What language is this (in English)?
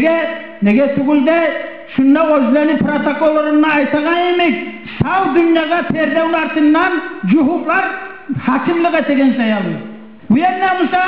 Kumyk